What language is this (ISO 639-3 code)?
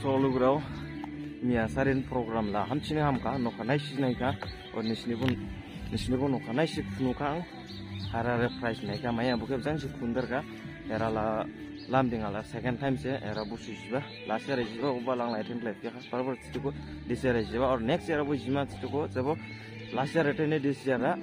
dis